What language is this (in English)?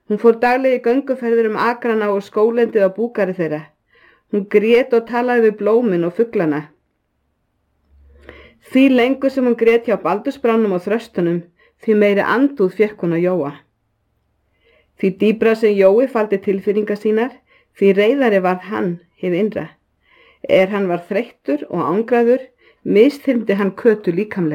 Icelandic